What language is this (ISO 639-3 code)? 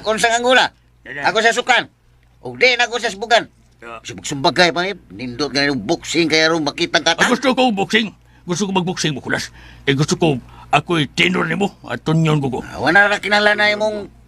ceb